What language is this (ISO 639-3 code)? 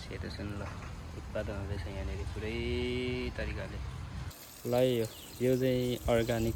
nep